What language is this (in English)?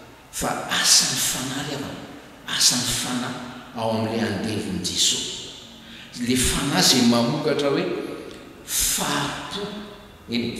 Malagasy